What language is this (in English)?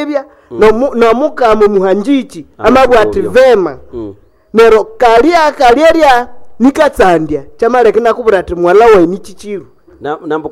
Nande